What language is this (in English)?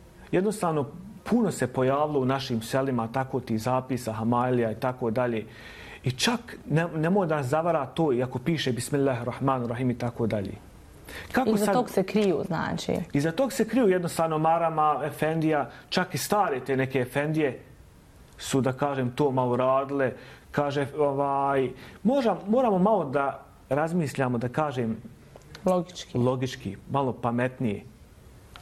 Bosnian